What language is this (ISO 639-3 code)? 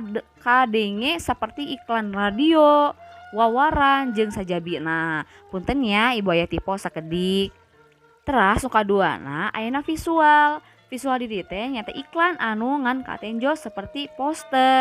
sun